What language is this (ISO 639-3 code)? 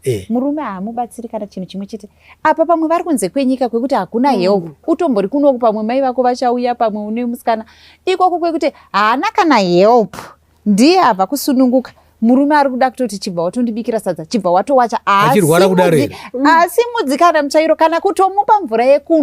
sna